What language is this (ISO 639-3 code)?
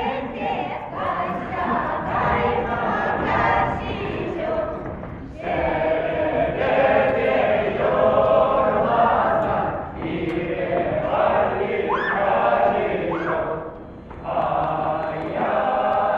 chv